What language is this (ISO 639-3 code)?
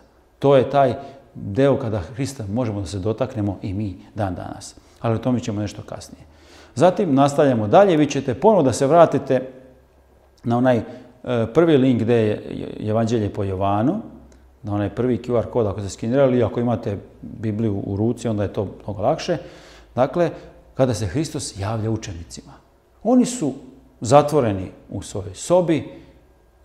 srp